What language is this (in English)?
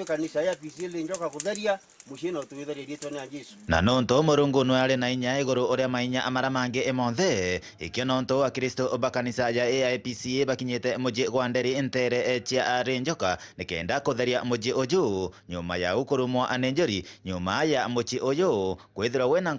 Meru